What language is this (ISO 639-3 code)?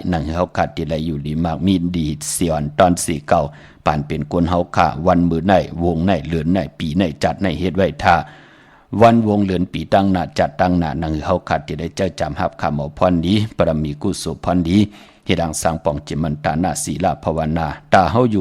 shn